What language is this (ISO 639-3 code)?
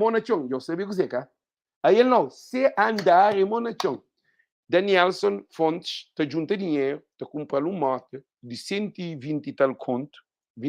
kea